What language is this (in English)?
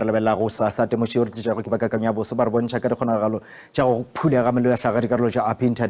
Northern Sotho